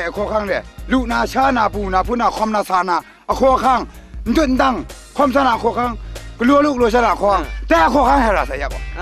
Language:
Kachin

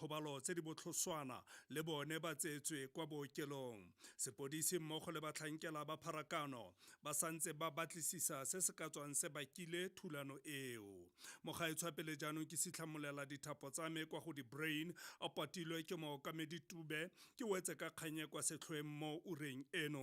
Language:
Tswana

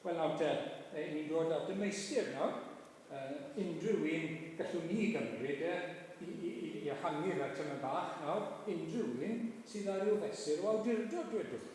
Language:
Welsh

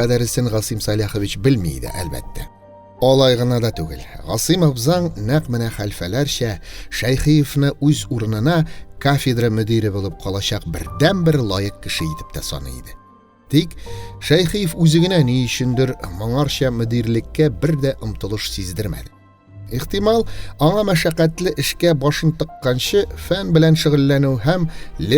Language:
Tatar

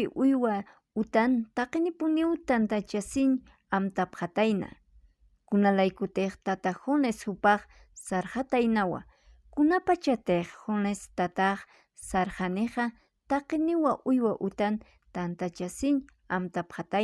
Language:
Aymara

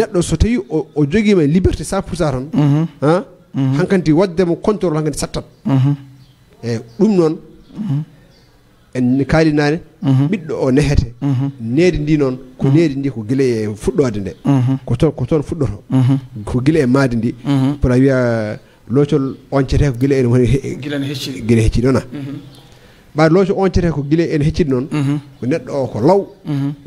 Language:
Fula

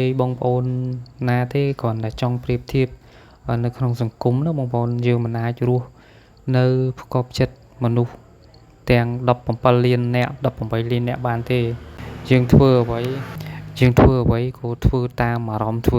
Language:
Khmer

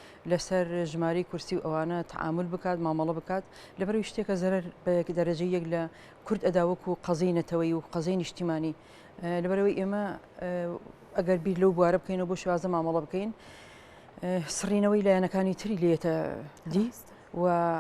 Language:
Central Kurdish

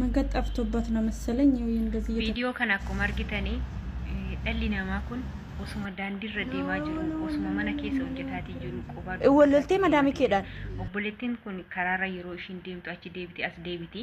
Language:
Oromo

